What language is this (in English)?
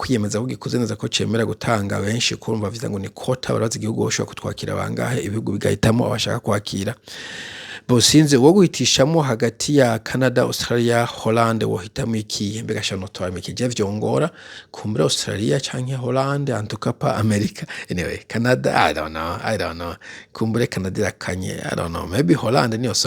Rundi